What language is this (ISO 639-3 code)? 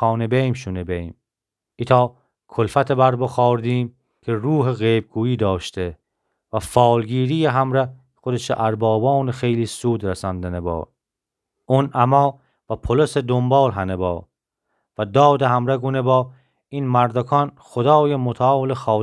glk